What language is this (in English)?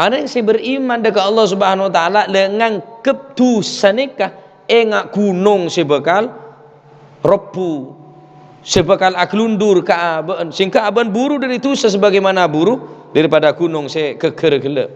Madurese